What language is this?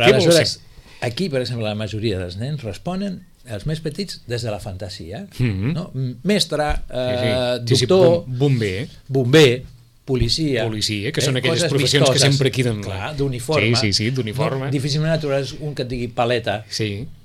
Catalan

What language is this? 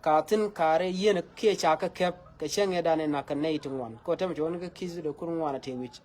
Nuer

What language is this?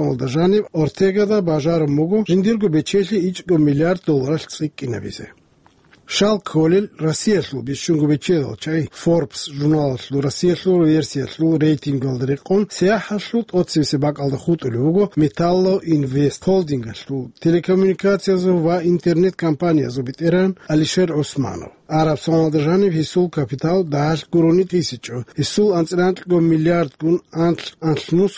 Avaric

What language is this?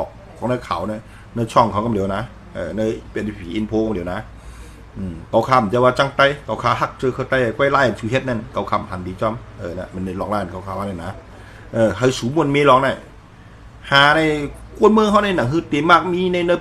Shan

